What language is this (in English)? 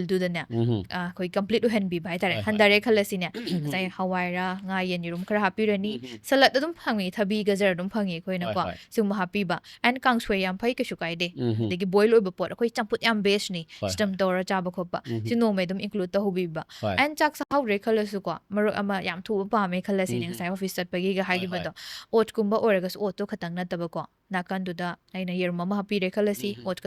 Manipuri